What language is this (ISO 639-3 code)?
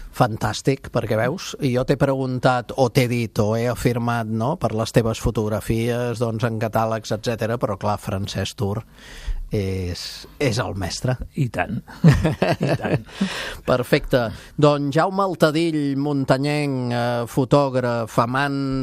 cat